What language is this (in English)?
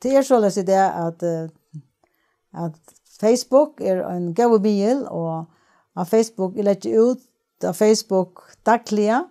Faroese